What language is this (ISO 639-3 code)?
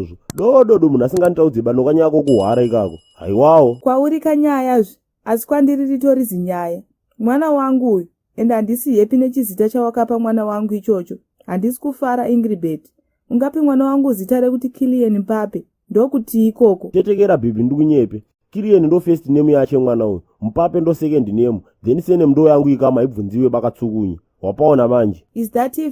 sna